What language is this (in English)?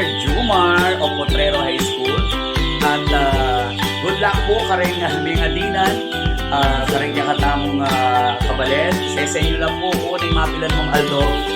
Pampanga